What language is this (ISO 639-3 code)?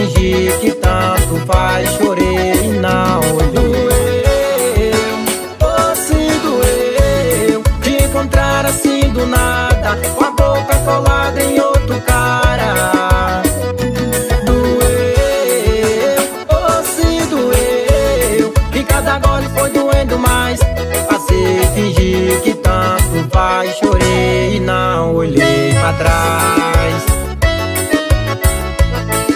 por